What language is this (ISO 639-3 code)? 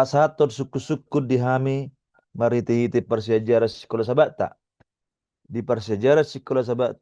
bbc